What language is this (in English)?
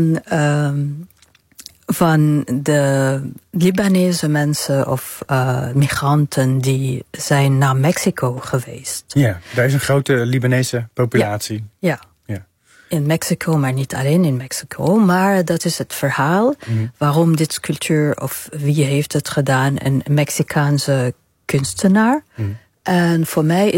Dutch